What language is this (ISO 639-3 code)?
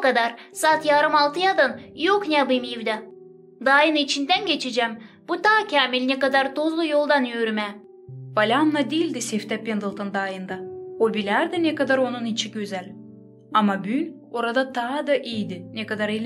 gag